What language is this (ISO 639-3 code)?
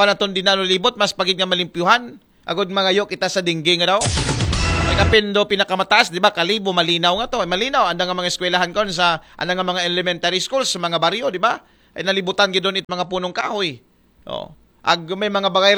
akl